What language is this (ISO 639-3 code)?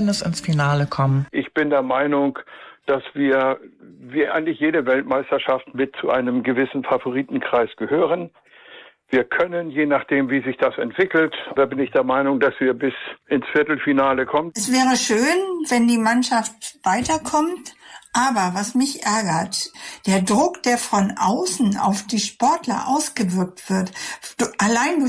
deu